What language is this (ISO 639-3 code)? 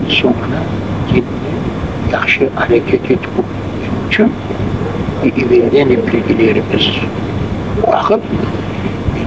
crh